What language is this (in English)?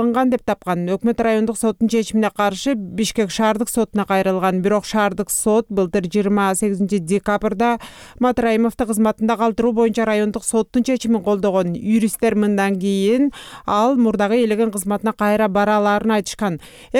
Kyrgyz